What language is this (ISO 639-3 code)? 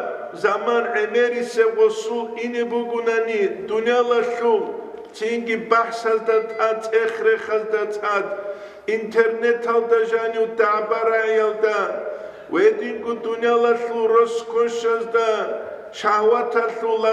ava